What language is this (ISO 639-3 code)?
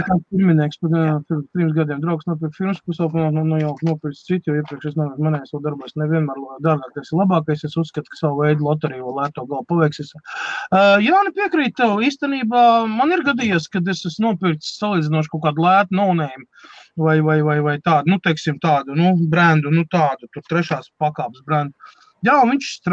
lav